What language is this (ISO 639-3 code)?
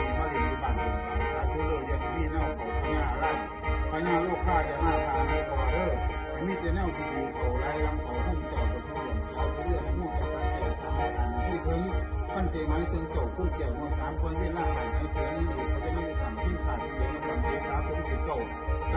tts